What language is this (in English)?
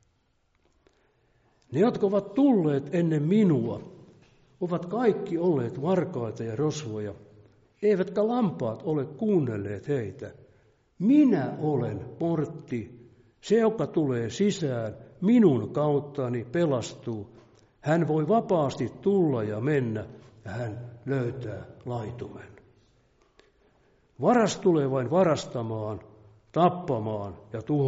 Finnish